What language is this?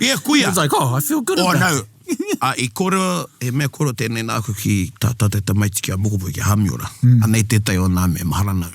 Māori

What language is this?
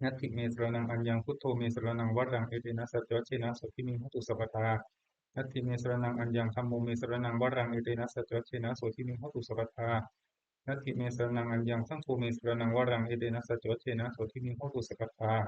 Pali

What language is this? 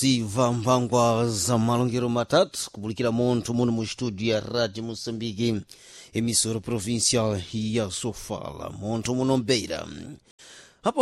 Sena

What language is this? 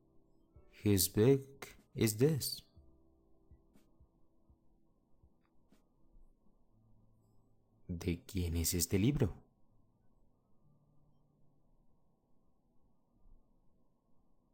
Spanish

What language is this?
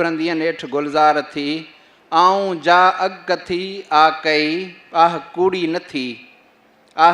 Sindhi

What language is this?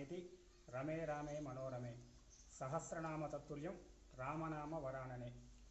Telugu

